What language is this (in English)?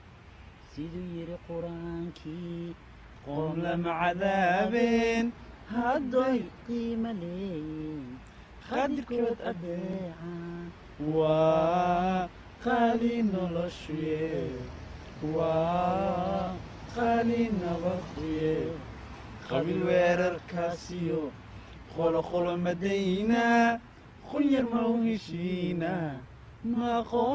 Somali